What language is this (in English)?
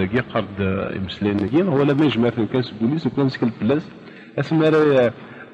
Kabyle